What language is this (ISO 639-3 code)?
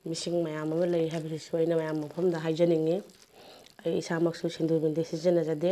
mni